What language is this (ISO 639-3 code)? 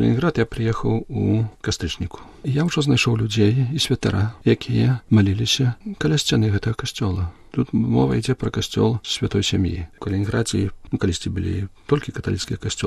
bel